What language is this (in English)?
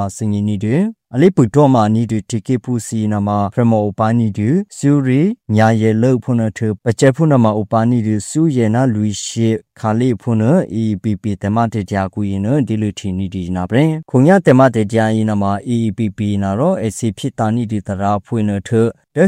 Burmese